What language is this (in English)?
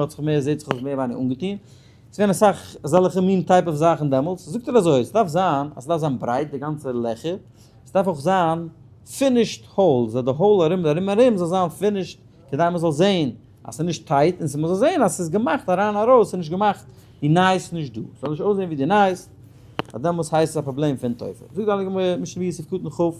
Yiddish